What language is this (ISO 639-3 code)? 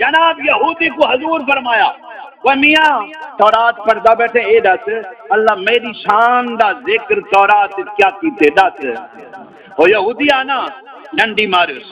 skr